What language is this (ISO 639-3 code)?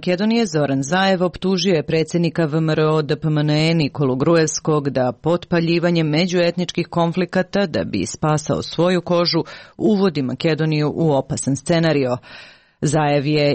srp